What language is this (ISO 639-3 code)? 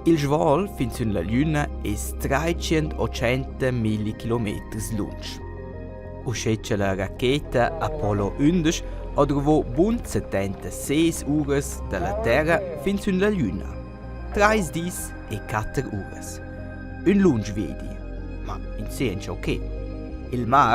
roh